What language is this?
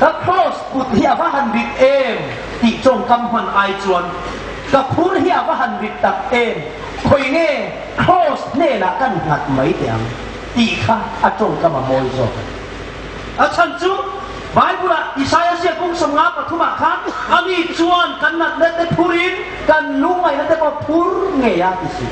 Hmar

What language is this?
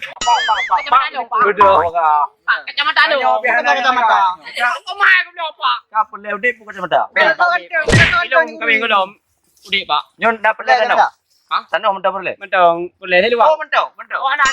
Achinese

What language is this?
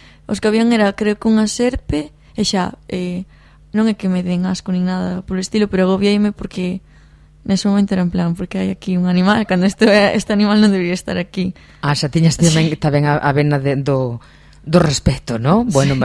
Galician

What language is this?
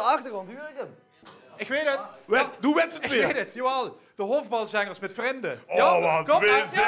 Limburgish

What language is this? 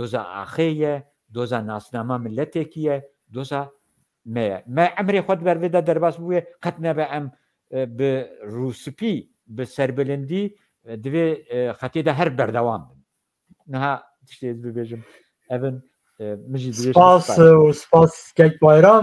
Kurdish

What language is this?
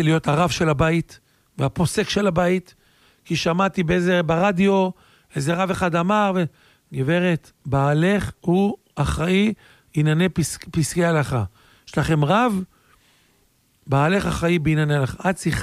Hebrew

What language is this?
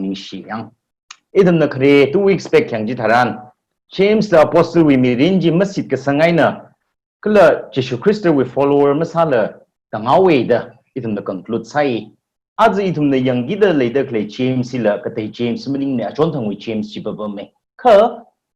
Tangkhul Naga (India)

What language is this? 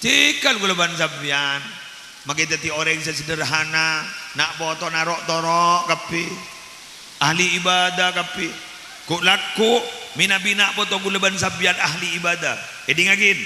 Madurese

